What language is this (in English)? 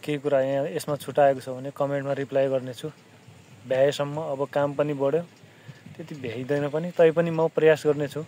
Nepali